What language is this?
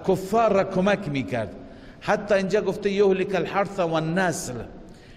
Persian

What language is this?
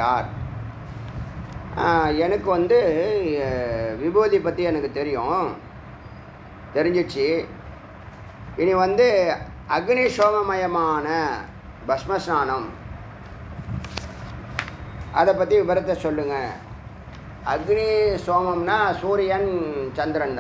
Tamil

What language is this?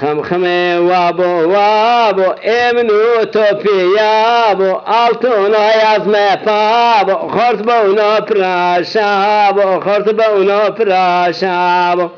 Zaza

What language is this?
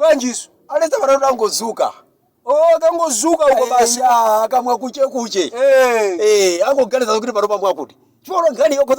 Nyanja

